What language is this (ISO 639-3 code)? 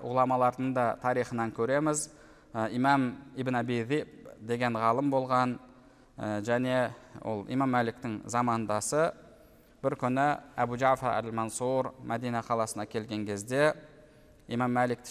kaz